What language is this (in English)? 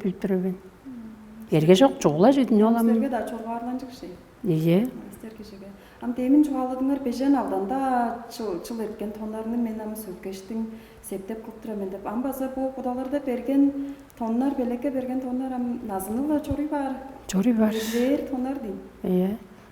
Tuvinian